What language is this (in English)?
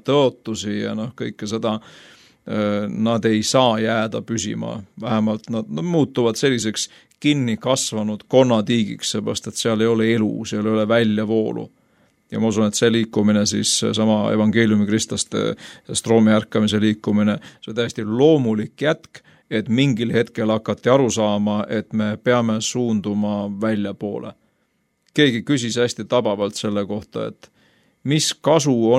Estonian